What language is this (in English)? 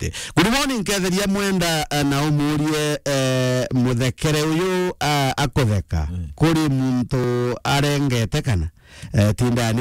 Meru